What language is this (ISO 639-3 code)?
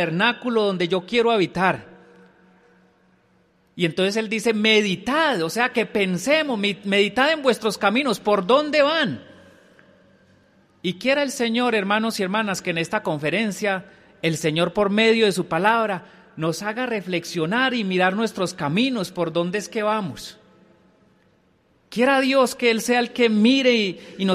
spa